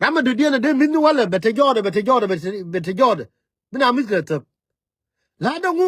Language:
Nuer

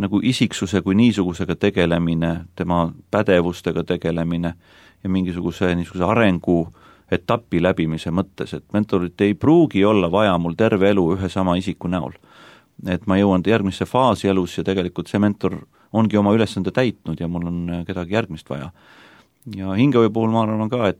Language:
Estonian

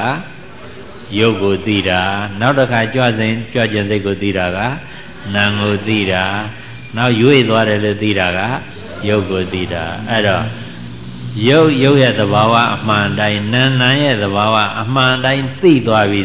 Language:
Burmese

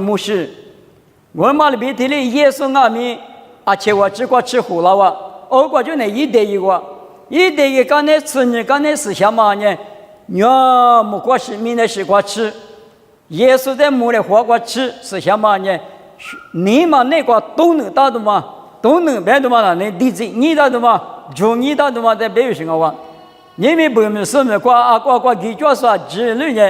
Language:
Lisu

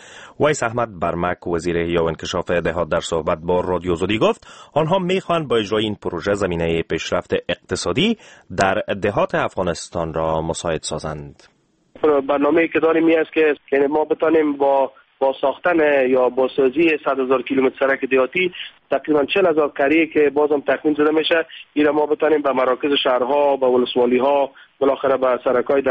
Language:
Persian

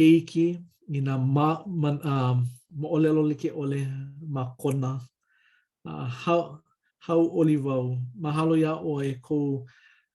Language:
Hawaiian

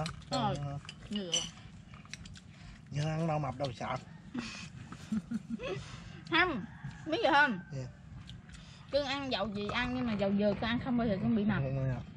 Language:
Vietnamese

